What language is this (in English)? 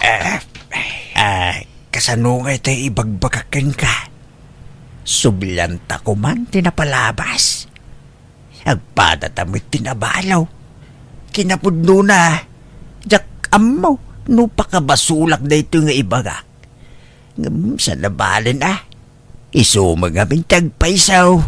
Iloko